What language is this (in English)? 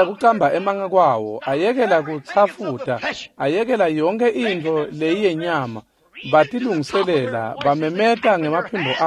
Swati